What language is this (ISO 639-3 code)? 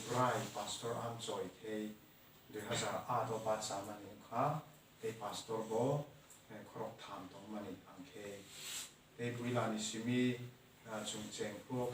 trp